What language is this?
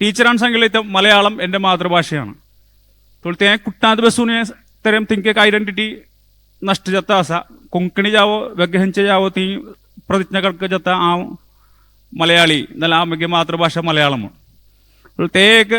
Konkani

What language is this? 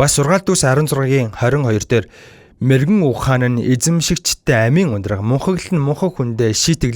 Mongolian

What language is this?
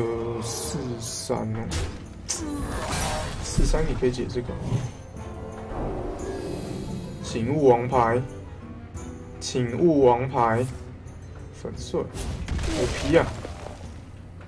Chinese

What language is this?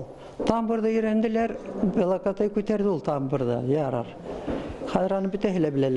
Bashkir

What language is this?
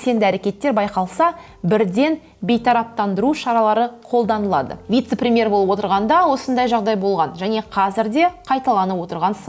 Kazakh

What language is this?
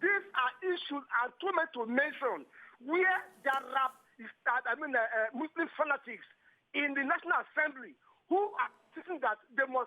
Nigerian Pidgin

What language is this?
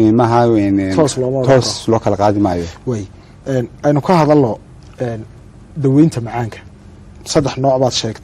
Somali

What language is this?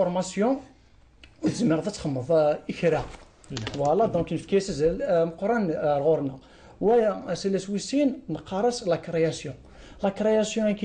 Kabyle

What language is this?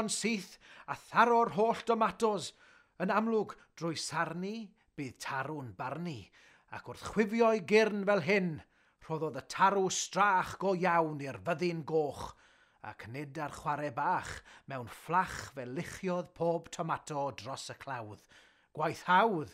Welsh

